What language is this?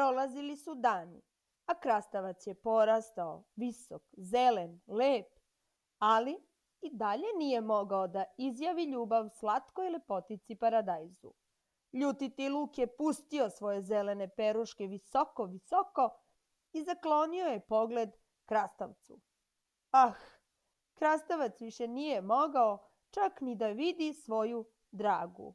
Serbian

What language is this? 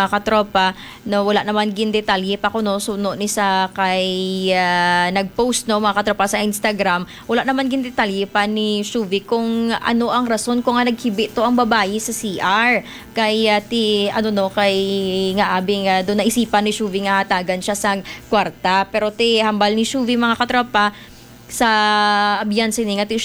Hiligaynon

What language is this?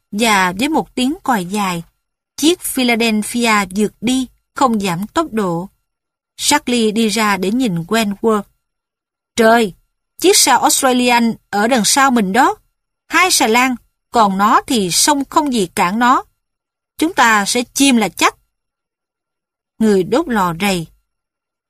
Vietnamese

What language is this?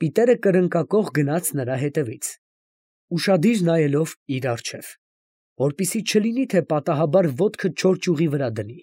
Armenian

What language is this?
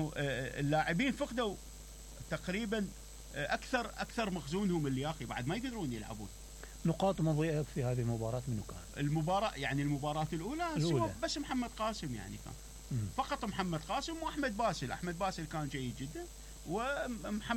Mesopotamian Arabic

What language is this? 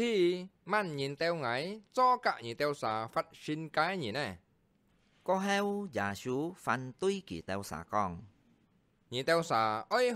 Hakka Chinese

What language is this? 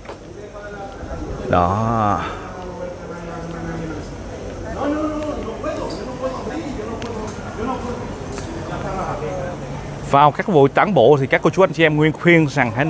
Vietnamese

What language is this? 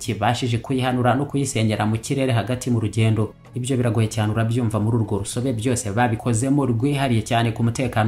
Kinyarwanda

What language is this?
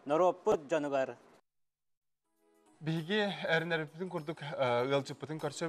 Yakut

